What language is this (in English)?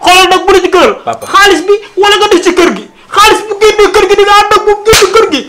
Wolof